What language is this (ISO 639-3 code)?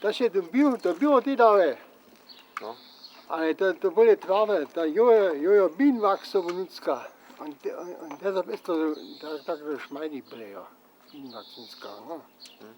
hsb